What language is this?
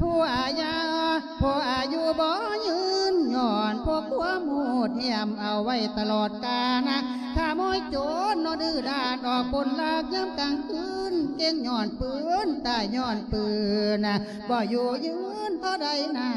Lao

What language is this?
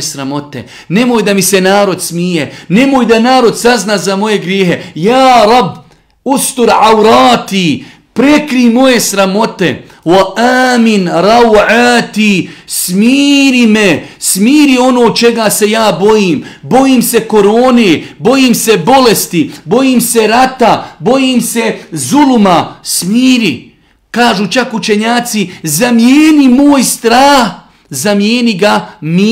Bosnian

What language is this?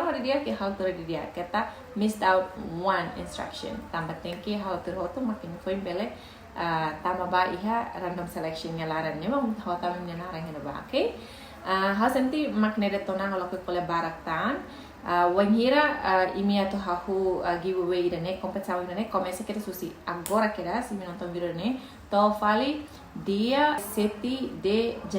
Tetum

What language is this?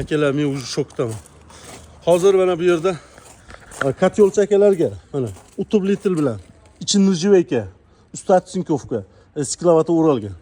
Uzbek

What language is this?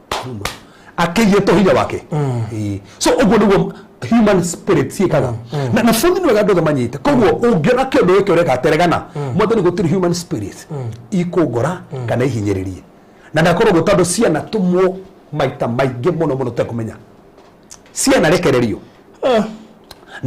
Kikuyu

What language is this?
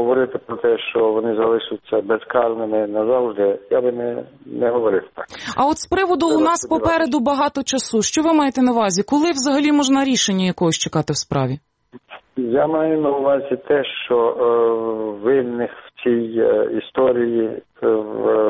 Ukrainian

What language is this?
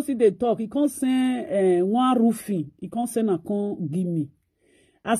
Nigerian Pidgin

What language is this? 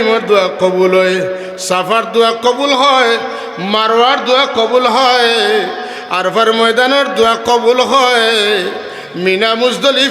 Sylheti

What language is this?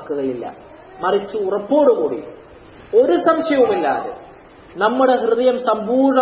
Malayalam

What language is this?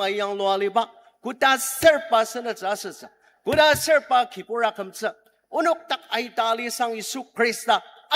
Ao Naga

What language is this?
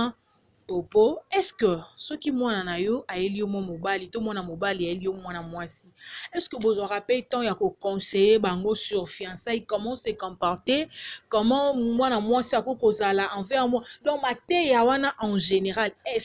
Lingala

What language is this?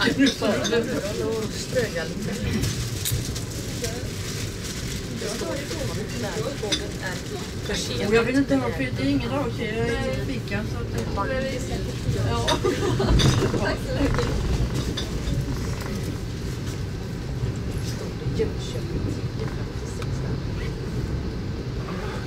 Swedish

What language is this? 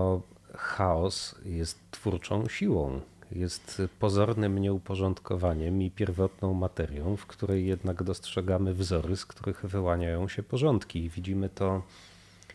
Polish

